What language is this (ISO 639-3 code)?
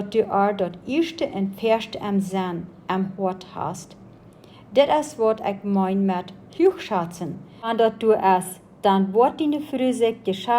pdt